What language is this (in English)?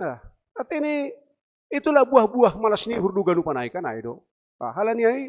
Batak Simalungun